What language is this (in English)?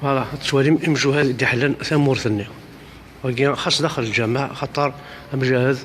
Kabyle